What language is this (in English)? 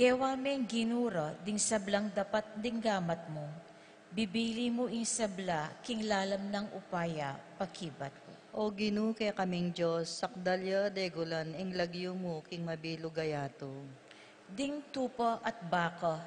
Pampanga